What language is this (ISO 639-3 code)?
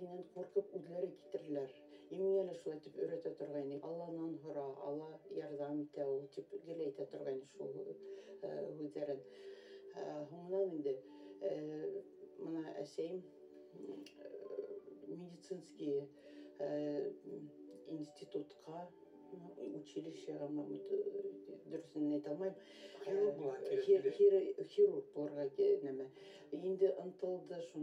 bak